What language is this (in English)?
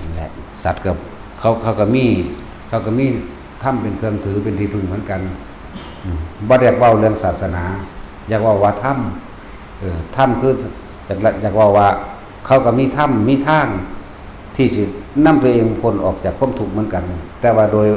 Northeastern Thai